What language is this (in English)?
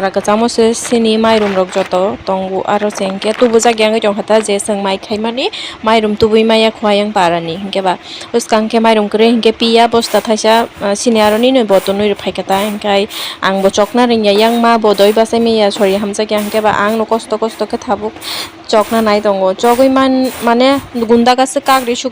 Kok Borok